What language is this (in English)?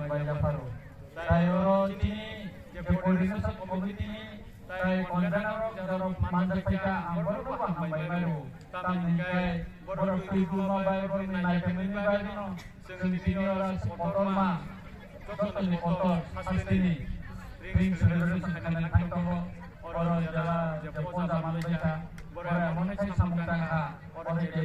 Kok Borok